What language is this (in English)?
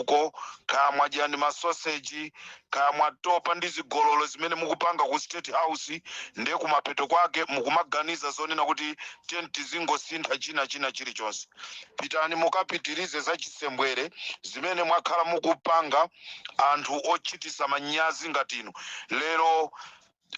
Nyanja